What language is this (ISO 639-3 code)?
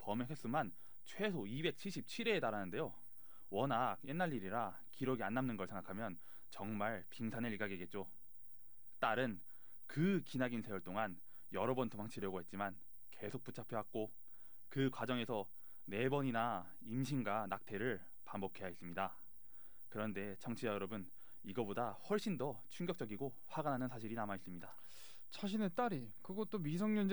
kor